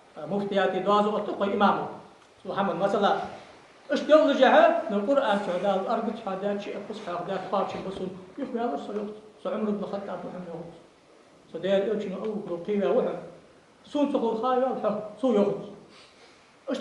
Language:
Ingush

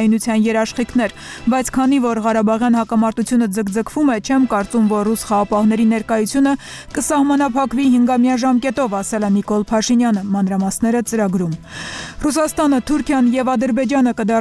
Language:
Armenian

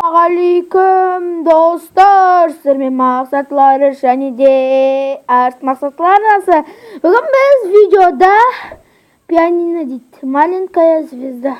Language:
Kazakh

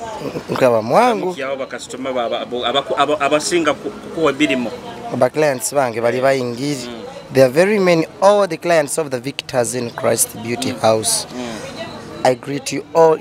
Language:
Nyoro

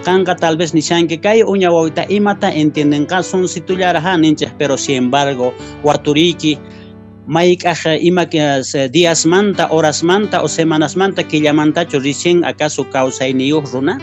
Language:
Quechua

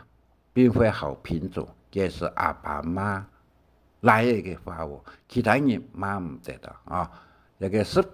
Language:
Hakka Chinese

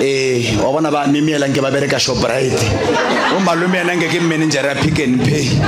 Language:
Northern Sotho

